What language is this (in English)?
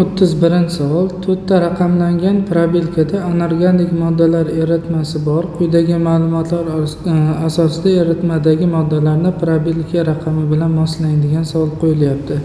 Uzbek